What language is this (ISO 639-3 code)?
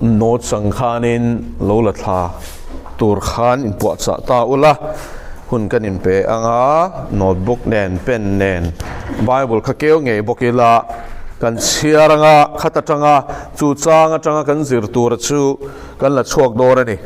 lus